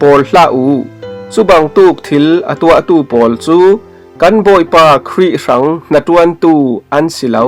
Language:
Falam Chin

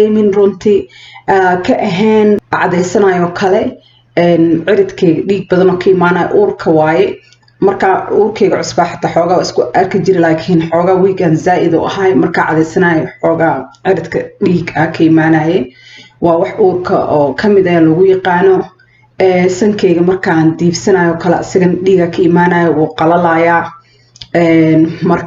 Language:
Somali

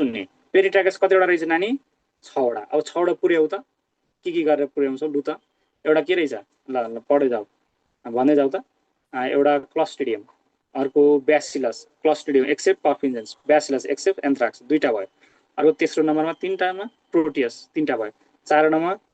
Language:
Nepali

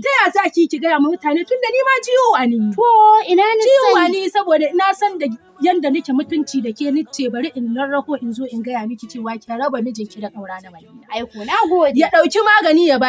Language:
Hausa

